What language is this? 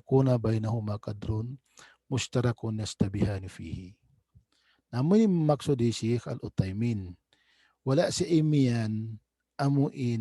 Tausug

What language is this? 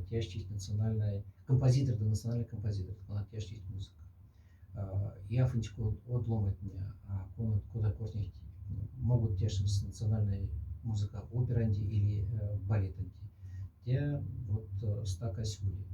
Moksha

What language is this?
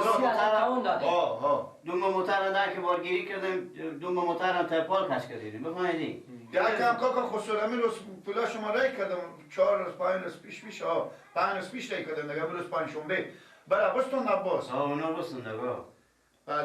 Persian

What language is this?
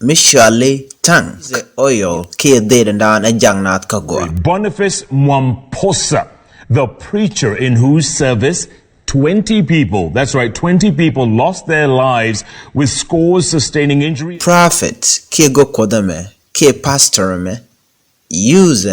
Nuer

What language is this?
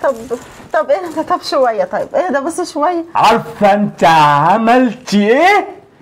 Egyptian Arabic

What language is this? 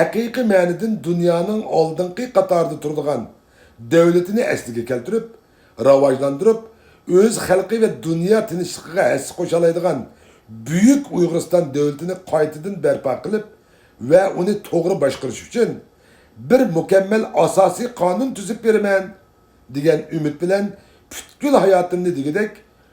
Uyghur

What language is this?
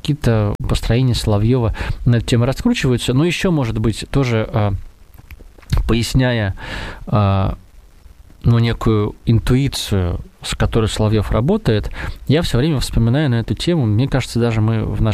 Russian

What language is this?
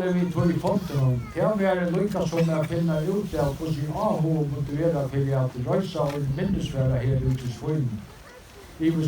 Faroese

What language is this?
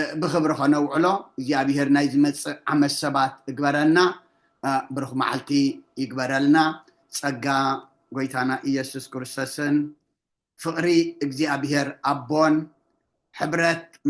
Tigrinya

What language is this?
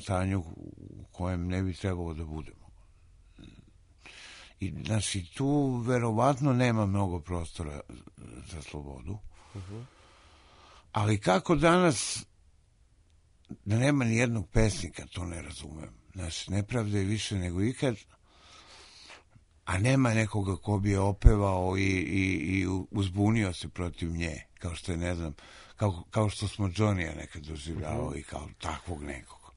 Serbian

